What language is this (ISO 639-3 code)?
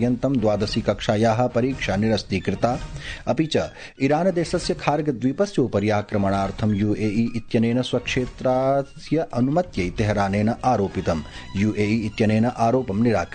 san